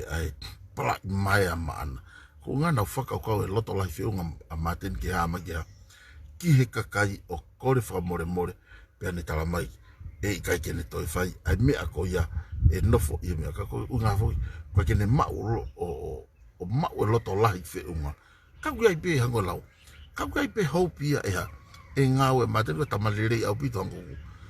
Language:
Tongan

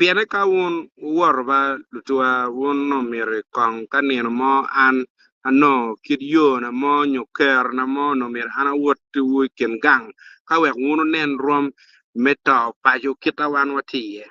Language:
Acoli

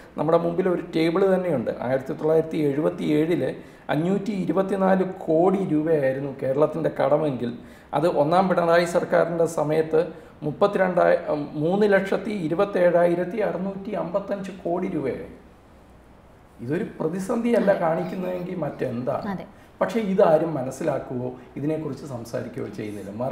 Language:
Malayalam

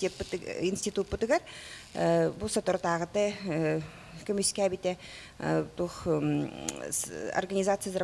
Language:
Yakut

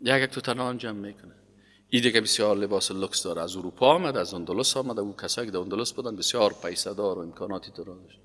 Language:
Persian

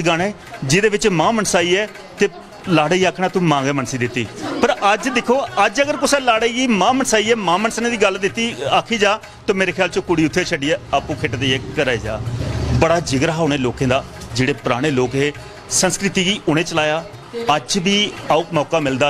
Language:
Dogri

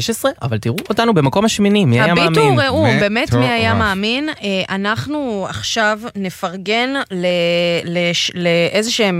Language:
Hebrew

